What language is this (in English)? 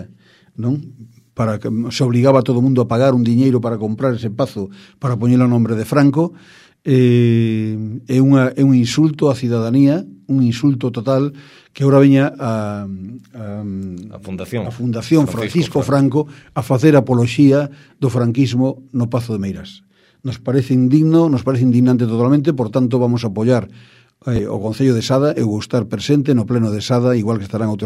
Galician